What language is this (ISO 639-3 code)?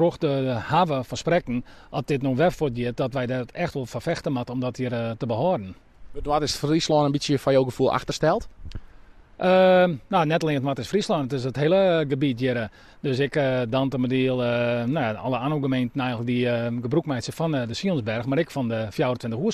fry